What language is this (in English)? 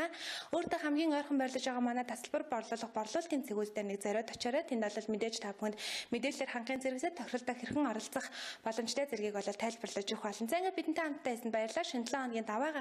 Mongolian